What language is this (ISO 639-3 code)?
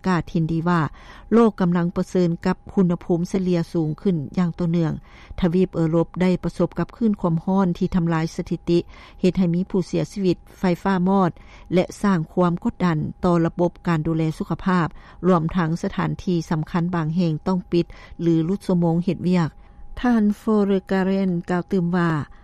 lao